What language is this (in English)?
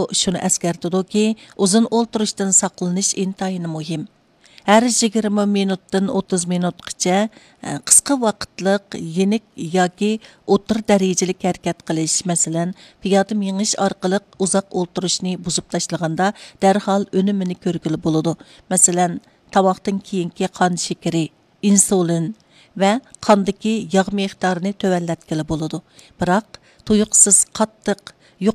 Uyghur